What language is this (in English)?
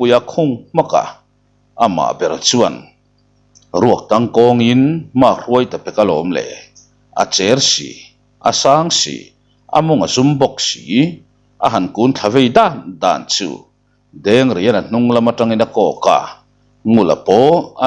Mizo